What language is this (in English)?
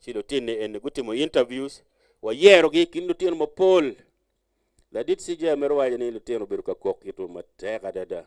Acoli